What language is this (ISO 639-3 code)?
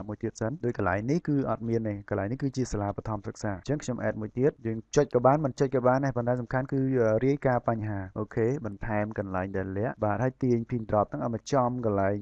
khm